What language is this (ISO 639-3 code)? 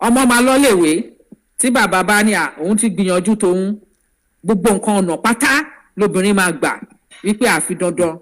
yor